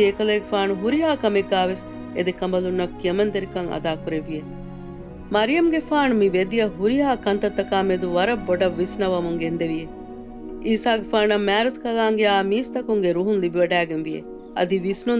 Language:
Divehi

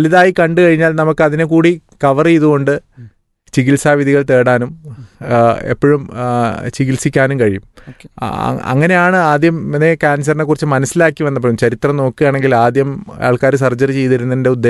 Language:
Malayalam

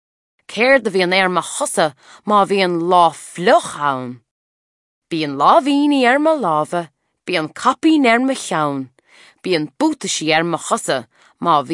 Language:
Irish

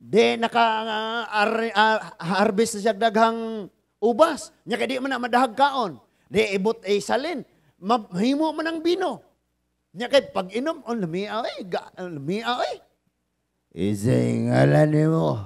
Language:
Cebuano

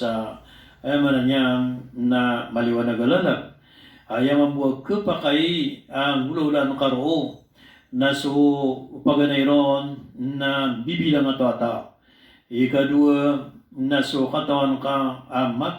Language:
Maranao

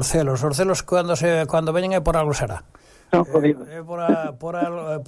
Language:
Galician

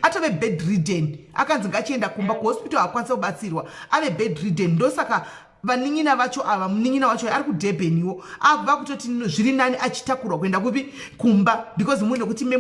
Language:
Shona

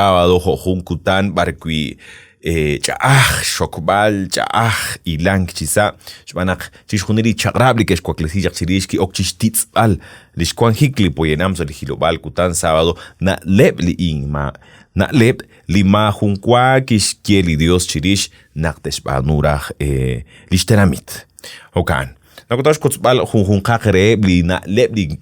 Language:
Kekchí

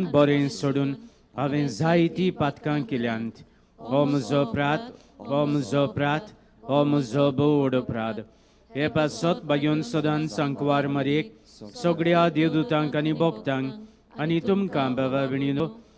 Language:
Konkani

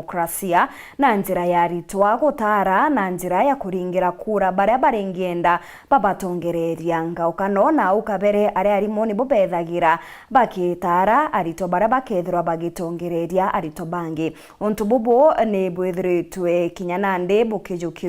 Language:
Meru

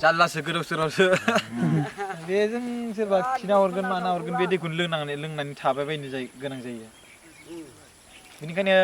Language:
Bodo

